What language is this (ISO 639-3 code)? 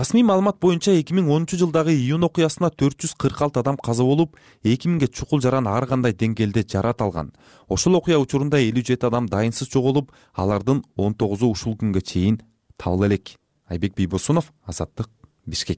kir